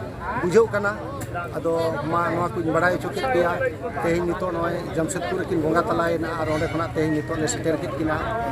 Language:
Santali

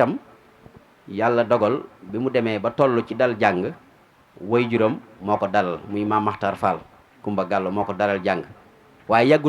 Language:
Wolof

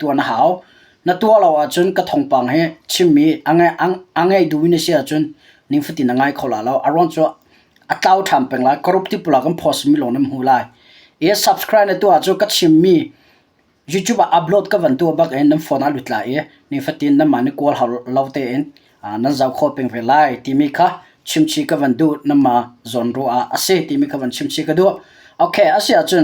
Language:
Hakha Chin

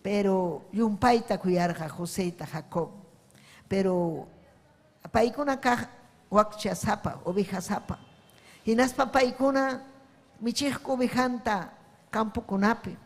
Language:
Ayacucho Quechua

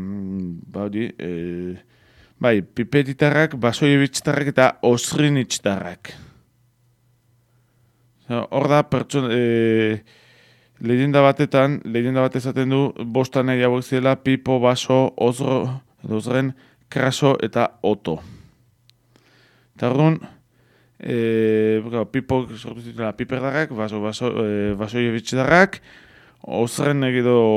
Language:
Basque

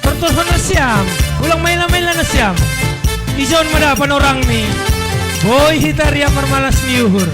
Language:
Batak Simalungun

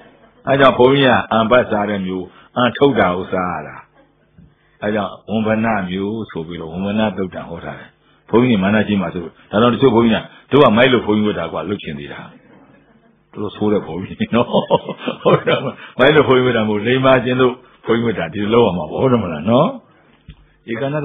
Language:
Burmese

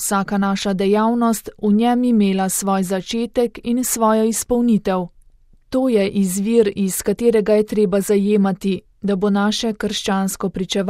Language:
Slovenian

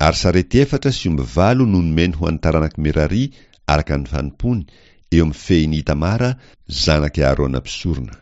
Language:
Malagasy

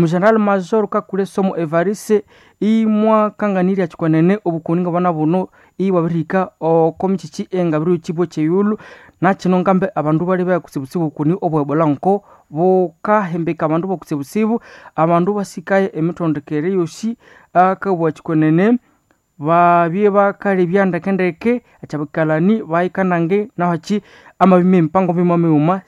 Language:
Nande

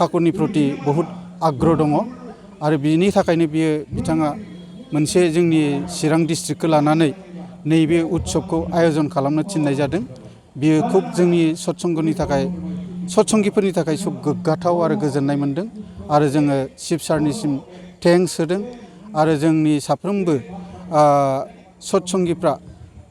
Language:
Bodo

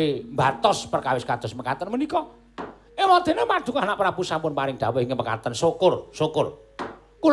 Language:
Javanese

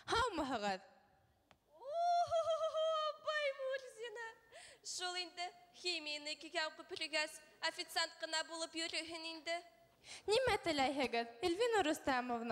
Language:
Bashkir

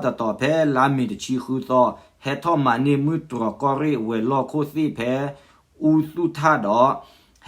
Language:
S'gaw Karen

